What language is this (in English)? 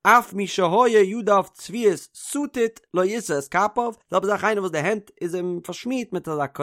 Yiddish